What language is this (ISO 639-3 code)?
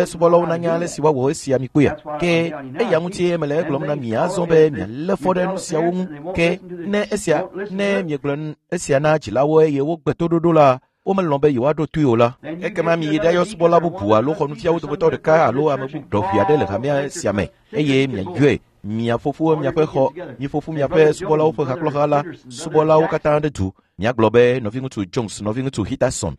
ewe